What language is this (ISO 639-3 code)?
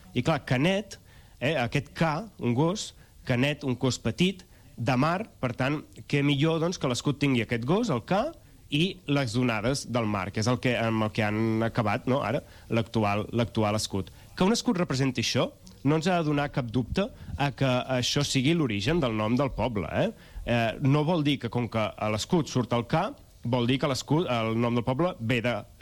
cat